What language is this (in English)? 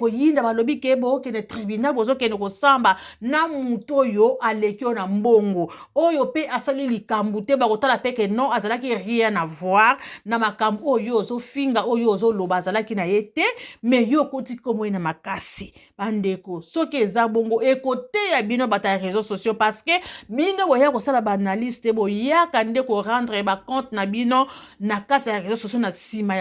Lingala